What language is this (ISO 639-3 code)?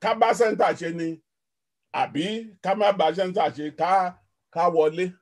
yor